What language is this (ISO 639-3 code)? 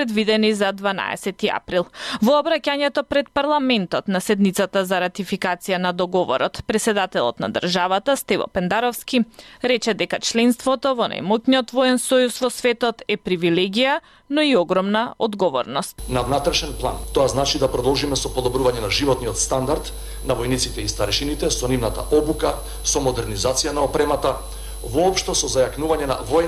mkd